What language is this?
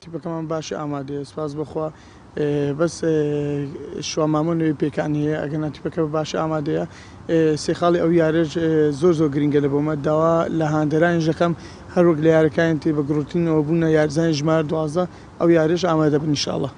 Central Kurdish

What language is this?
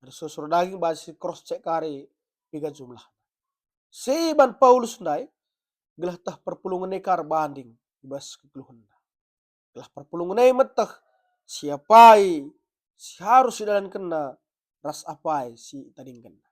Batak Karo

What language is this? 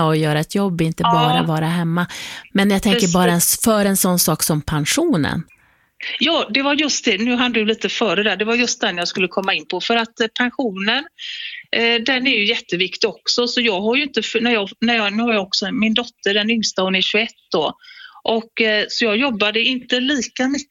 Swedish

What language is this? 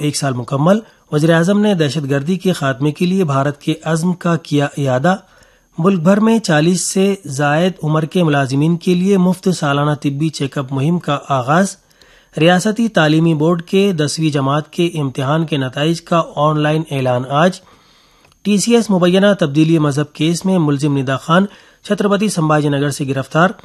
Urdu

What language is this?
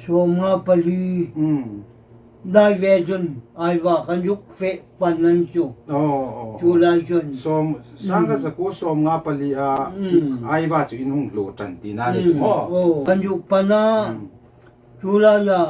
Hmar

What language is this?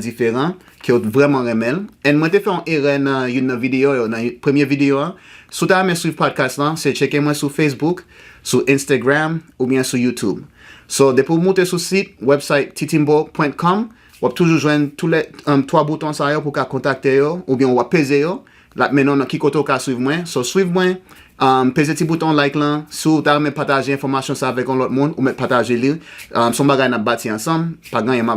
Haitian Creole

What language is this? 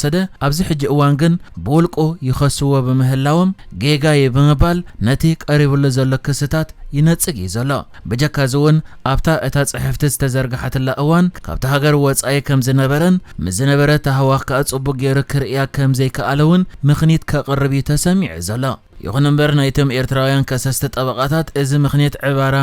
Tigrinya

